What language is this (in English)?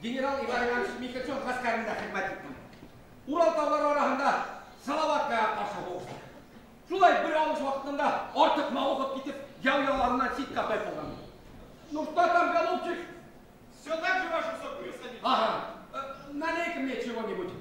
Bashkir